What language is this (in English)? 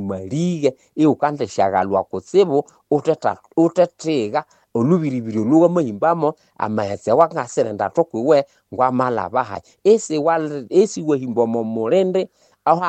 Nande